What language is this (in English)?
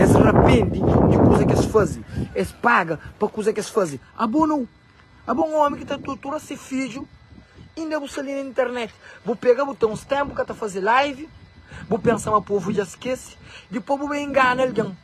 Kabuverdianu